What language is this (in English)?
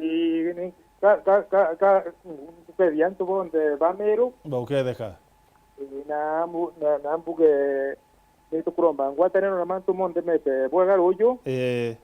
Meru